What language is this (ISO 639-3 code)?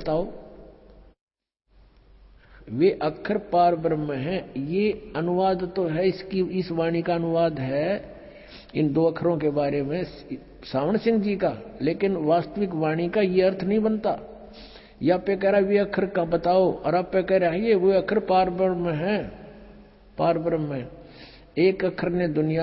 hin